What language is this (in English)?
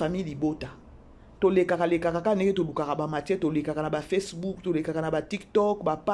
Lingala